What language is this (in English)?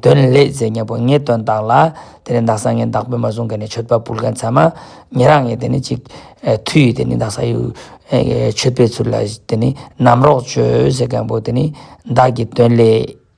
Ladakhi